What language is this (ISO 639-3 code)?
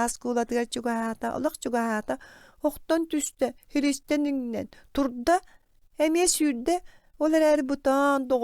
sah